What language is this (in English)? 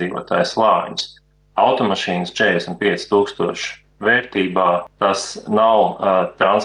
Latvian